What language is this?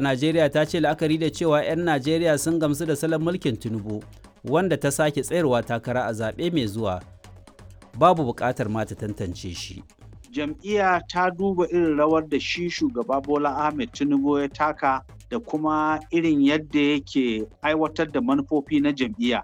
Hausa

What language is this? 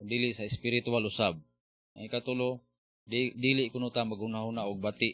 Cebuano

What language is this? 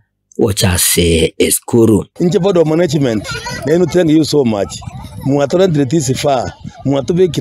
Gusii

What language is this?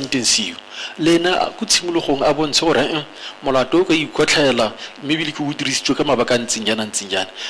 Tswana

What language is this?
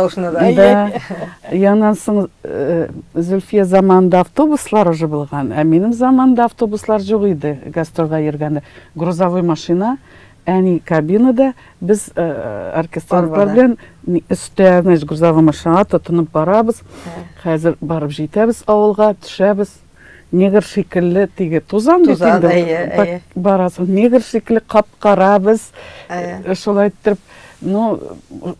Tatar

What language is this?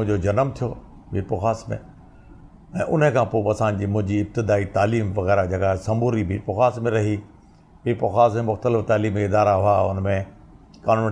Sindhi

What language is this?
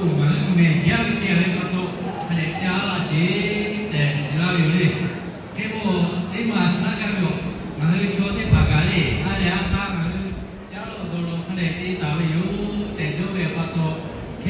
Lahu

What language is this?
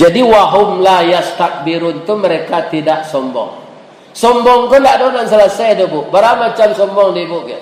Minangkabau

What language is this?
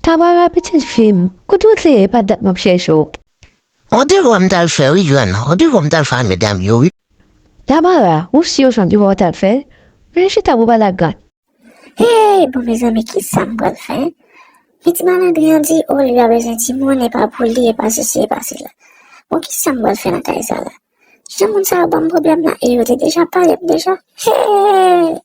Haitian Creole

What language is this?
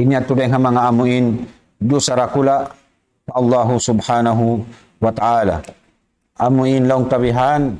Tausug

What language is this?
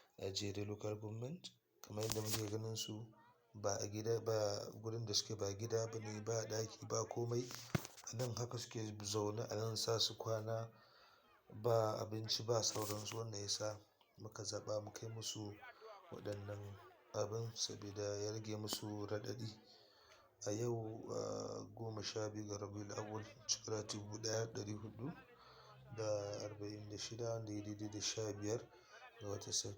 Hausa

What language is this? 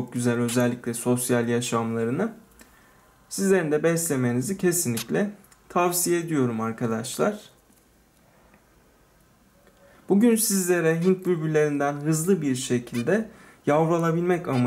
Turkish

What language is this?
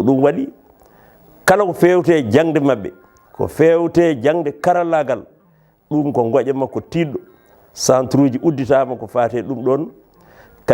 Fula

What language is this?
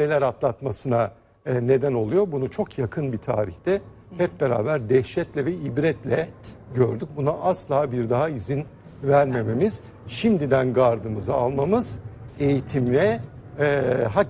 Turkish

